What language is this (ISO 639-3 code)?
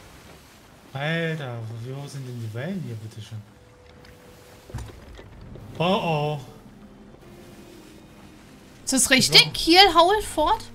deu